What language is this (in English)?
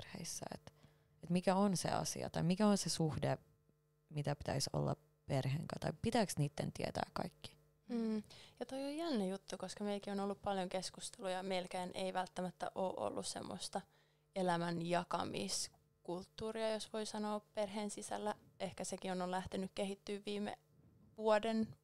Finnish